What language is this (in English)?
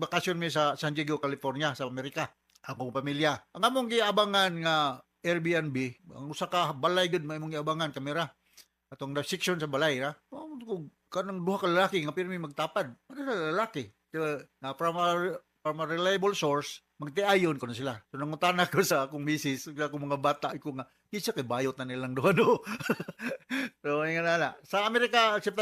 Cebuano